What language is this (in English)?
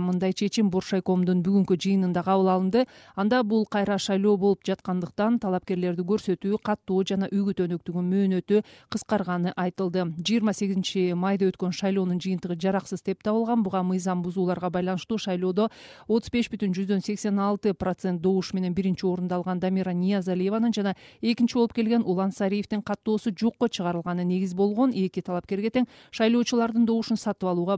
Kyrgyz